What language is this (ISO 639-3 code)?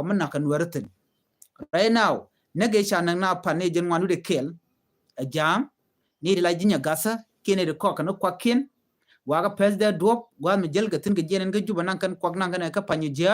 nus